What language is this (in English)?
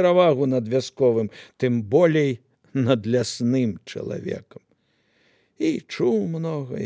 Belarusian